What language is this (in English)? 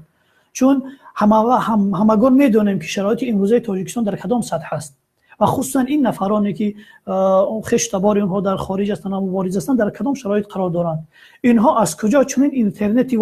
Tajik